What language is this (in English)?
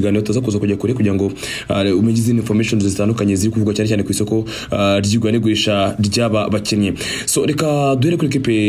Kinyarwanda